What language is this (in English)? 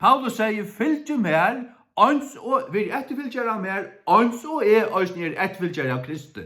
Faroese